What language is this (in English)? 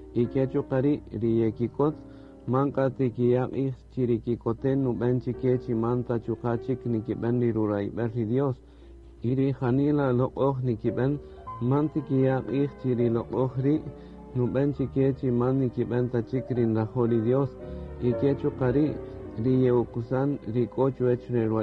Kaqchikel